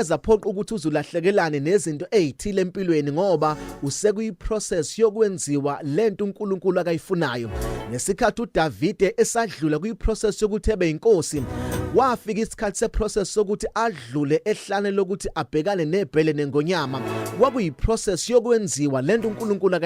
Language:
Zulu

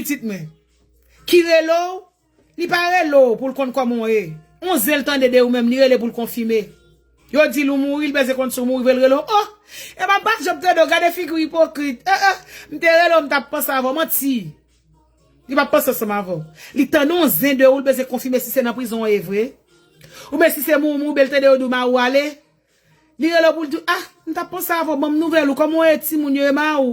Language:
Haitian Creole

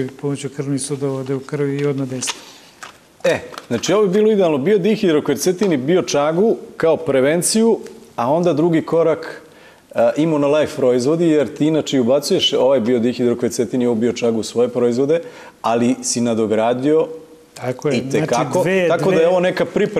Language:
Serbian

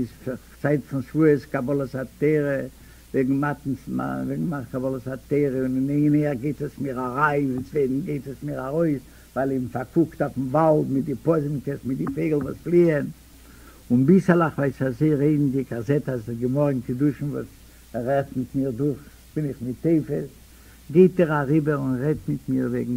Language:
Yiddish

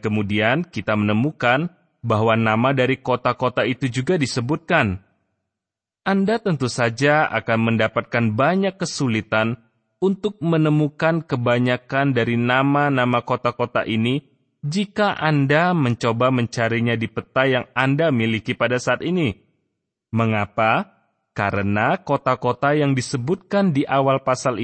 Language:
Indonesian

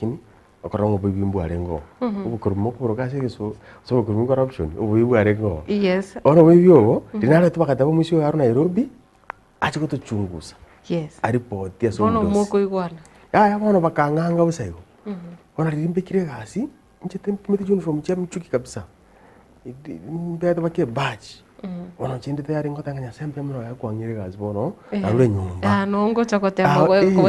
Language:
Gusii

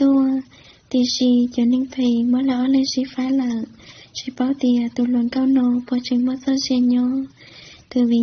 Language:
Hmong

